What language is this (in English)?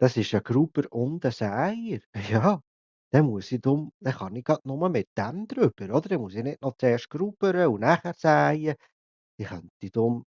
Swiss German